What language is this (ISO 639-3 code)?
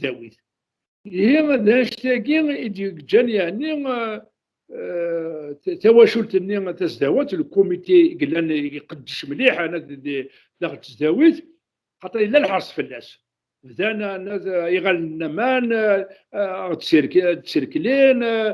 kab